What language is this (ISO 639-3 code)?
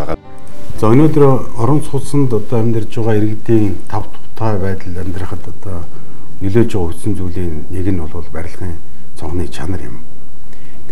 mon